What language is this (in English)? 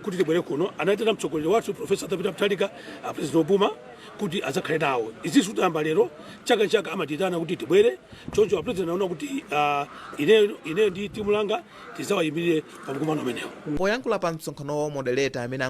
Nyanja